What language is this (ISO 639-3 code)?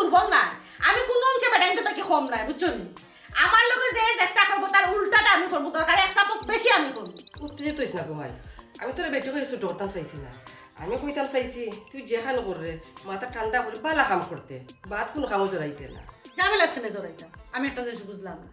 syl